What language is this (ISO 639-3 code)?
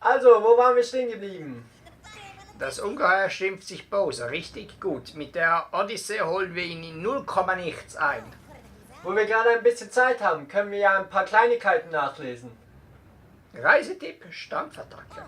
gsw